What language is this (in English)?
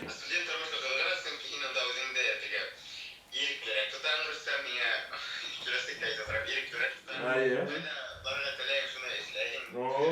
Bashkir